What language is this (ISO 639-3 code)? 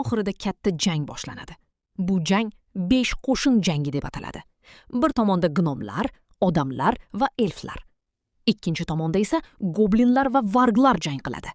uzb